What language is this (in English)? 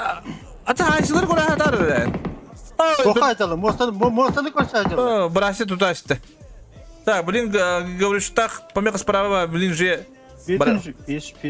Yakut